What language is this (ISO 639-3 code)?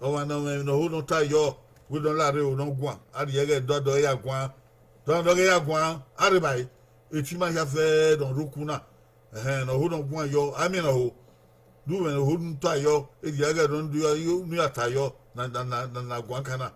bin